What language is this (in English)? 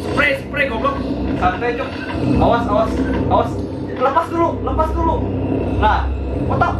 Banjar